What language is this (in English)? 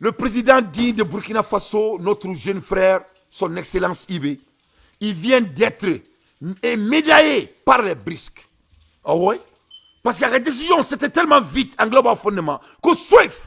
Bambara